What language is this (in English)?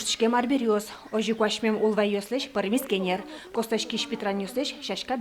Udmurt